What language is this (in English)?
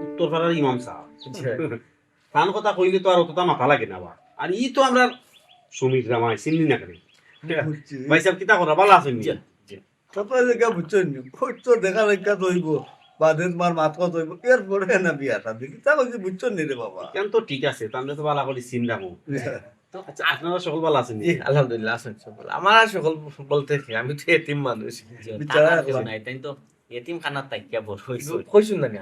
Sylheti